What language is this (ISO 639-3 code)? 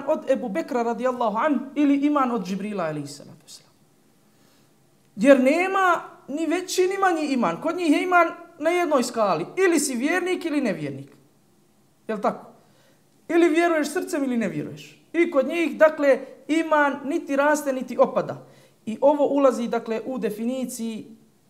bos